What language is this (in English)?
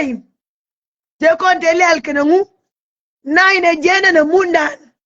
Nuer